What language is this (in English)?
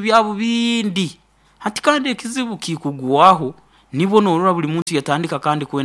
Nyoro